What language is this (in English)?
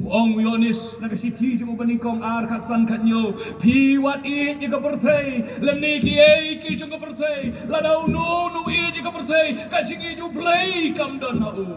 Khasi